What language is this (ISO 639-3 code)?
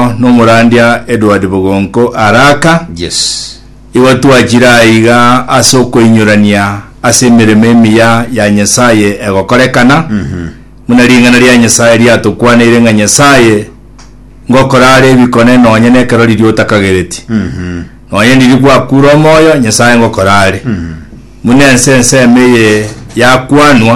guz